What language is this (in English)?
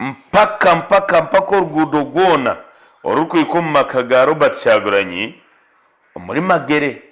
Nyankole